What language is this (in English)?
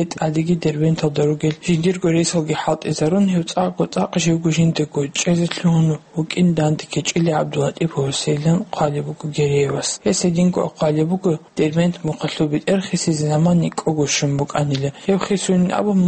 Avaric